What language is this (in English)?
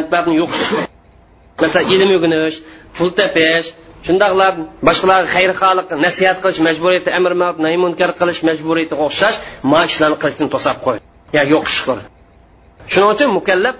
Uyghur